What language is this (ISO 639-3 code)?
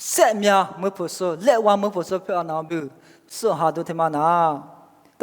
lis